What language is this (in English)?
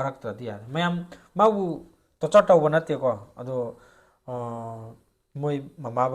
Manipuri